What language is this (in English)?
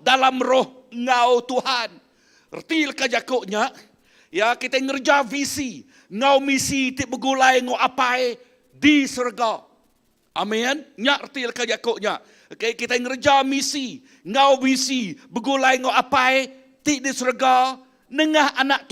Iban